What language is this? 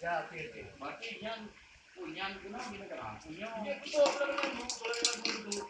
Achinese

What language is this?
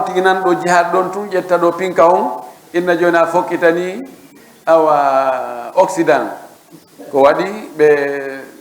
Fula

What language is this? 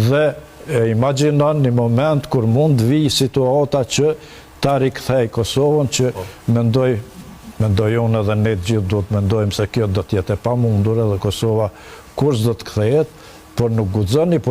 Albanian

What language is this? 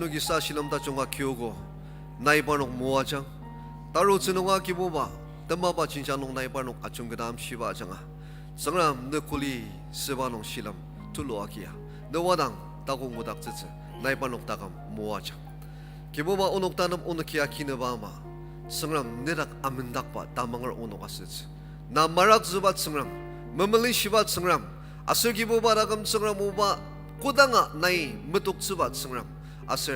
Ao Naga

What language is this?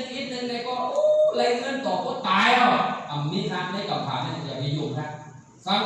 Shan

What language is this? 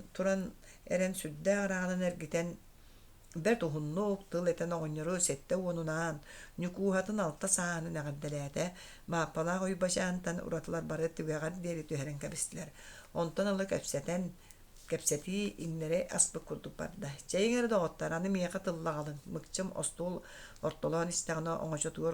Yakut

